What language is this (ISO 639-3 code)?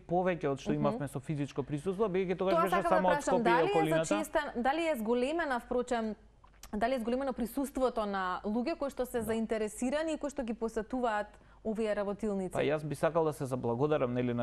mkd